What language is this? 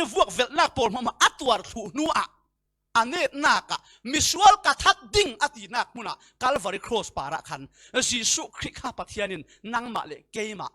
Falam Chin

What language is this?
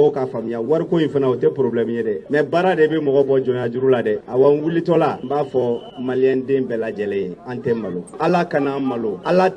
Bambara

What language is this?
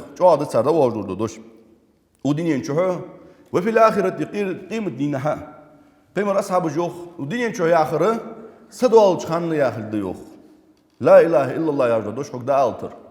Ingush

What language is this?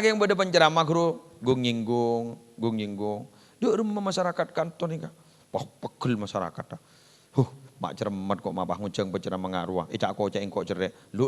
Madurese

